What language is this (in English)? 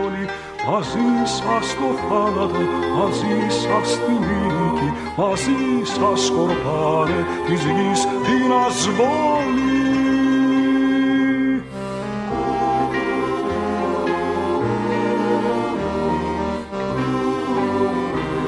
Greek